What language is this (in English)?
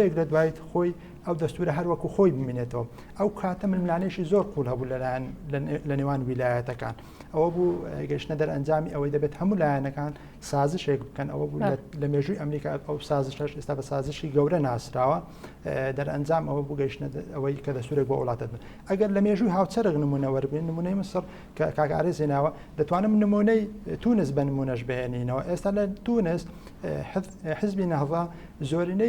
Central Kurdish